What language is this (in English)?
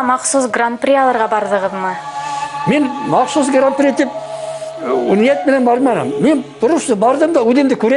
Bashkir